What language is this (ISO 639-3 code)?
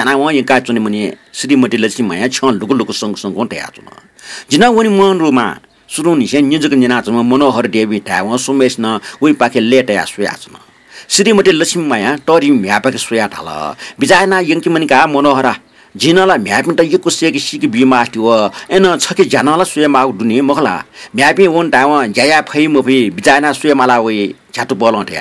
new